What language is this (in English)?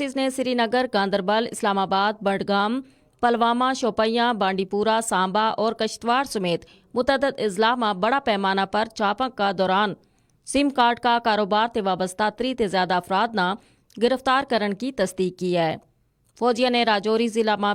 Gujari